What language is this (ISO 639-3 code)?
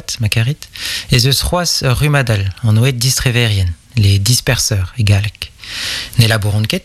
bre